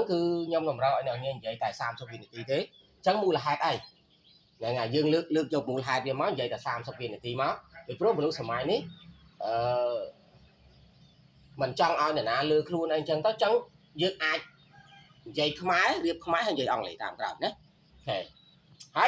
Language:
Khmer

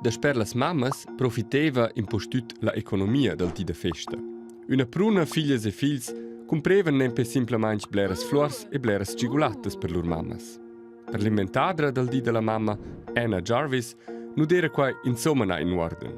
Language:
Romansh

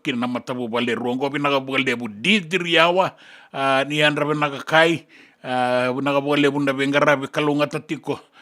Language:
Fijian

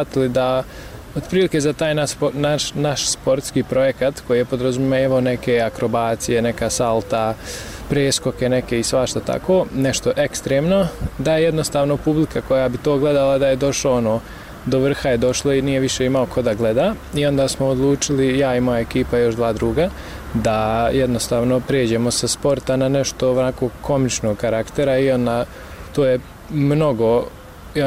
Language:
Bosnian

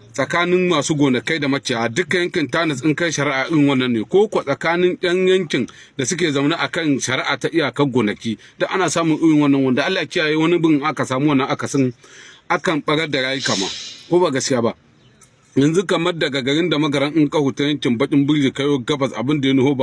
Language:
Hausa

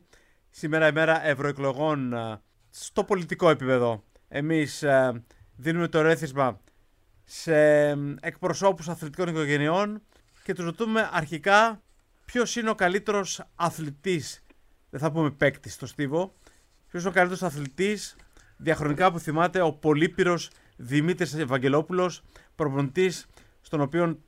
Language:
Greek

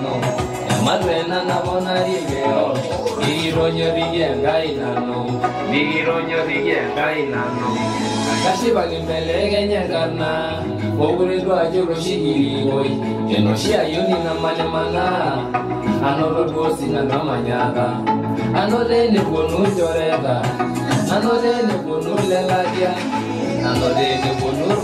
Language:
Masai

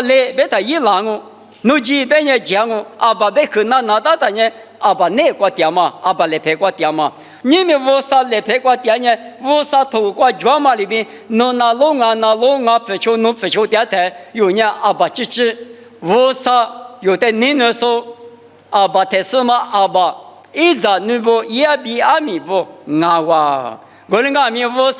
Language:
Lisu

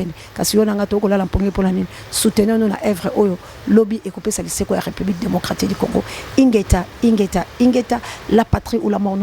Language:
Lingala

